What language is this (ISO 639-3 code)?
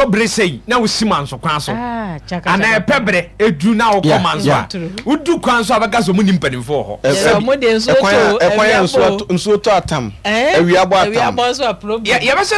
aka